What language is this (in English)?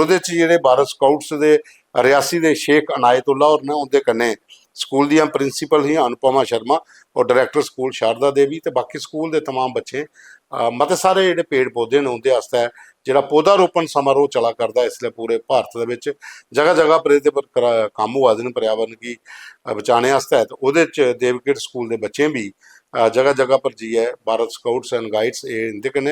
Dogri